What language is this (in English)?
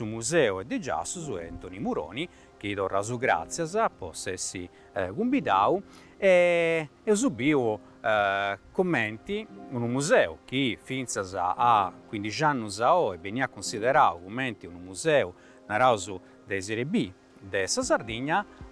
Sardinian